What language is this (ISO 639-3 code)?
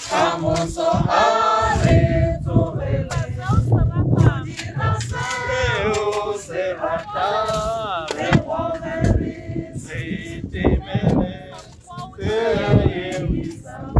tsn